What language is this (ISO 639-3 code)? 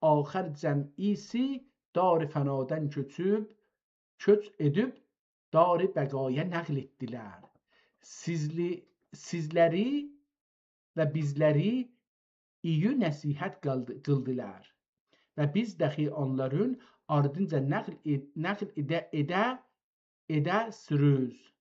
azb